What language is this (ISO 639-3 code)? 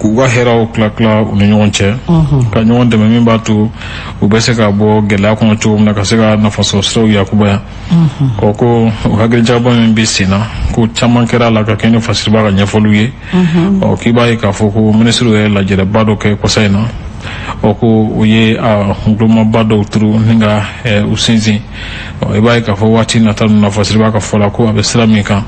bam